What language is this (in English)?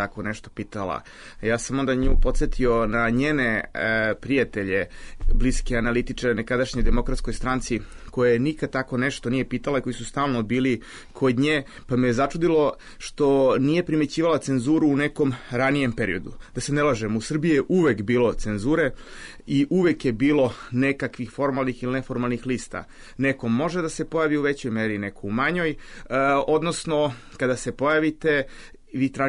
Serbian